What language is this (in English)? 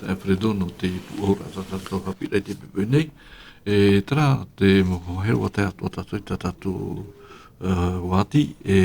Tahitian